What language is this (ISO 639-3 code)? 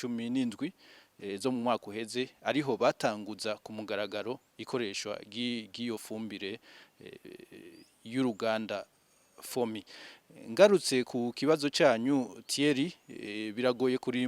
run